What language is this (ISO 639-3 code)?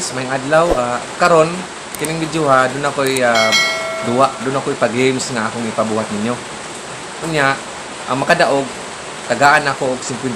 ceb